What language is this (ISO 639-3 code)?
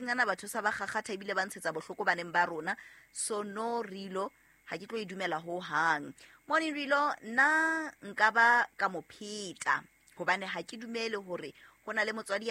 sot